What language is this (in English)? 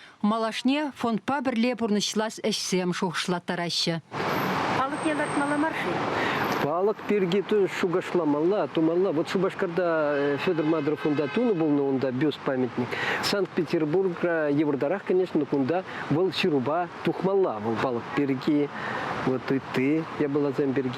Chuvash